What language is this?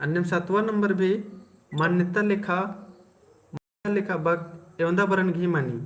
Kurukh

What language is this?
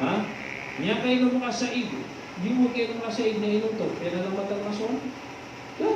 Maranao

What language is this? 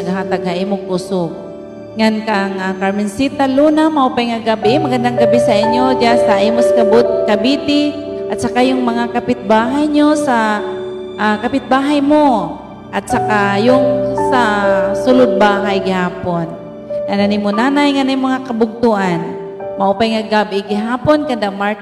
Waray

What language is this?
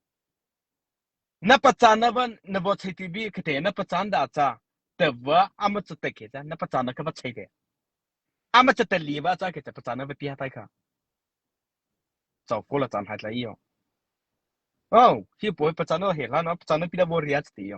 Mara Chin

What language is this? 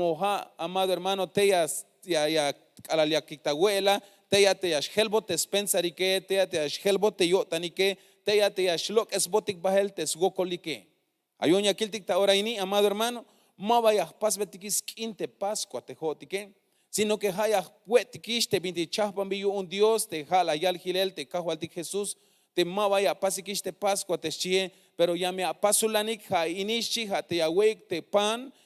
Tzeltal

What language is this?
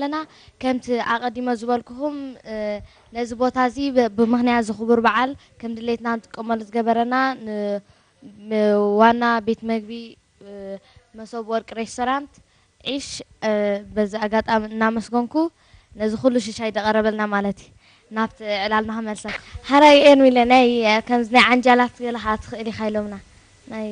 Tigrinya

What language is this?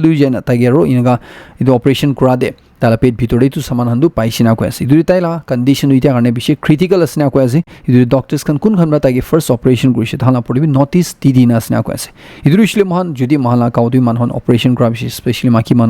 Naga Pidgin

